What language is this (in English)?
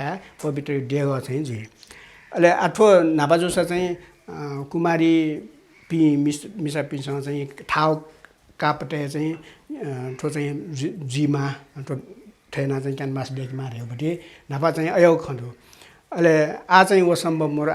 Newari